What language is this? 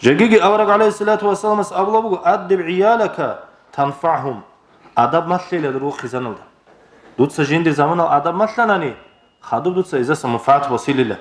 Avaric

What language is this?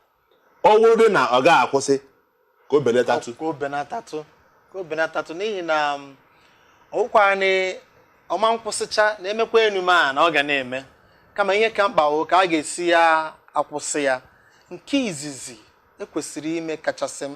Igbo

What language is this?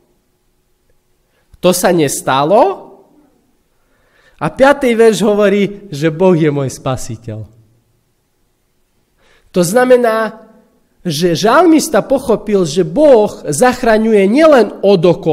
Slovak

